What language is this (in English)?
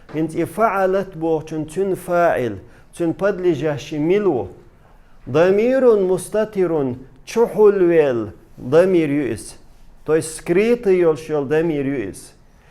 Chechen